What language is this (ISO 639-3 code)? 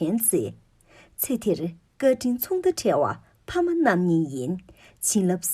bod